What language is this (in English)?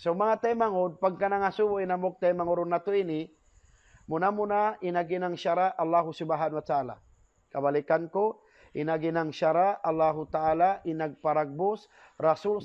Tausug